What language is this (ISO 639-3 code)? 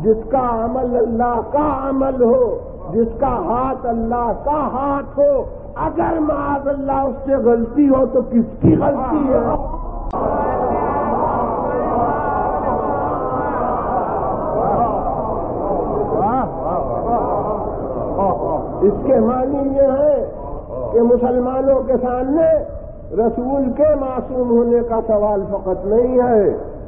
urd